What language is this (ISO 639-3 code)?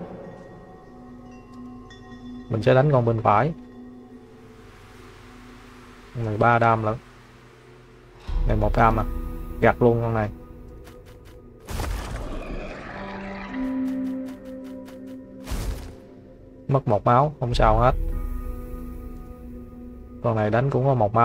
vie